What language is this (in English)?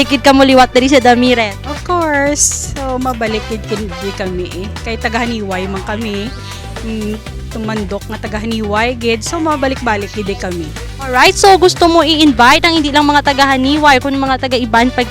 Hiligaynon